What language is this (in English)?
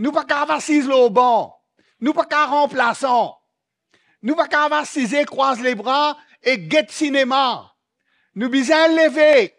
Morisyen